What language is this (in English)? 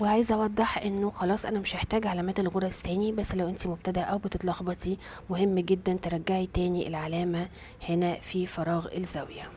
Egyptian Arabic